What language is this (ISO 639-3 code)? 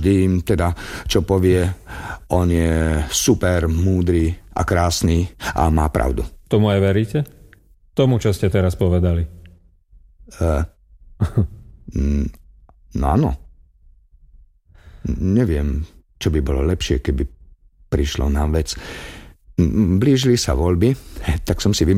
slk